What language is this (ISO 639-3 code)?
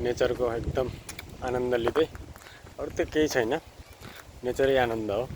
nep